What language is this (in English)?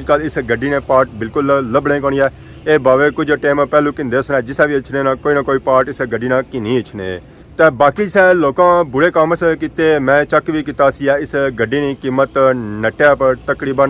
Pahari-Potwari